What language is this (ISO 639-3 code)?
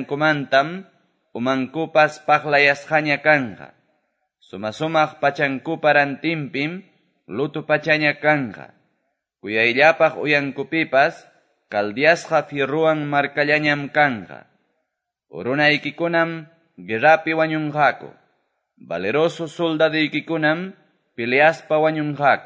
que